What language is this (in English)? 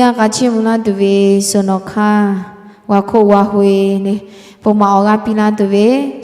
Lahu